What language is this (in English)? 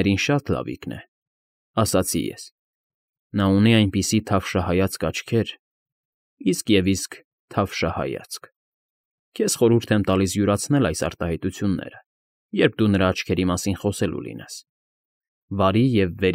Armenian